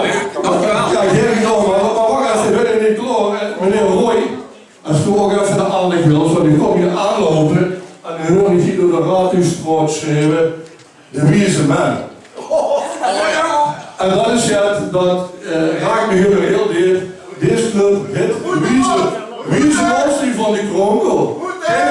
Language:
Limburgish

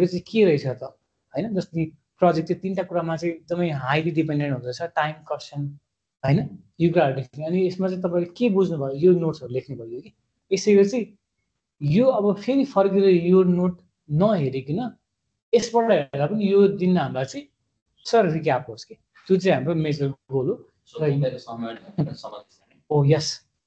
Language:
Nepali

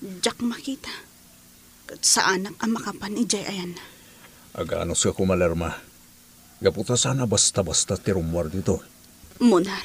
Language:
Iloko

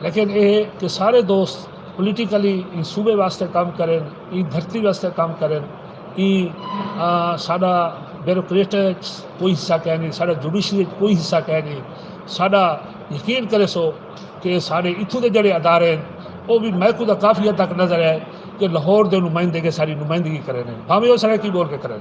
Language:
Saraiki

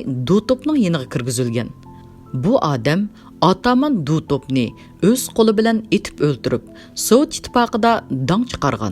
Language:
Uyghur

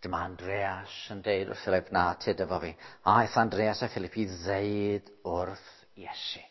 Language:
Welsh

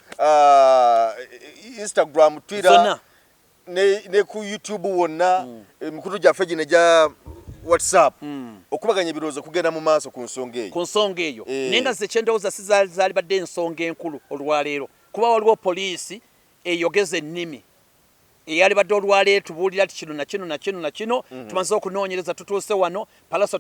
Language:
Ganda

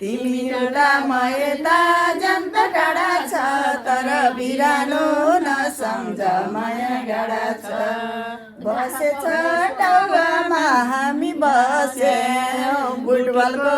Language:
Nepali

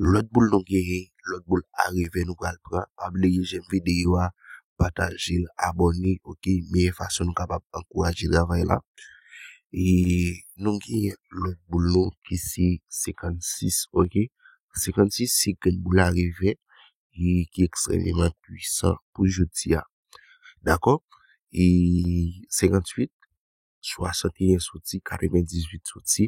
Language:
Haitian Creole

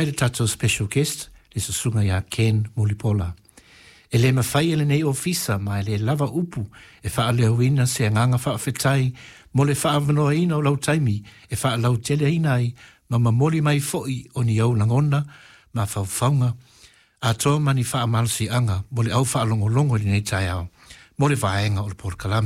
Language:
Samoan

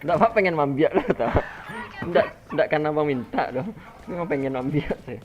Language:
Minangkabau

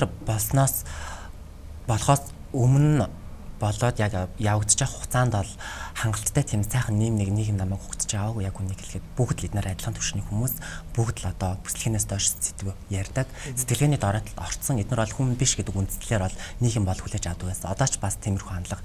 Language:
Mongolian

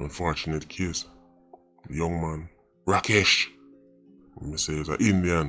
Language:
Jamaican Creole English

